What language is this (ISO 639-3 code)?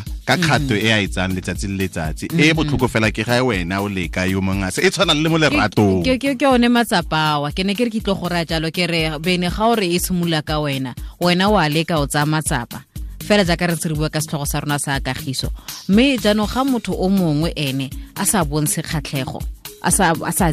tsn